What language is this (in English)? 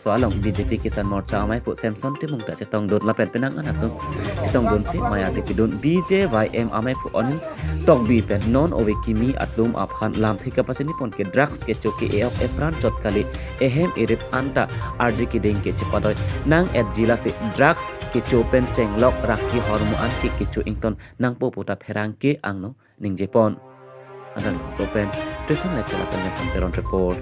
Karbi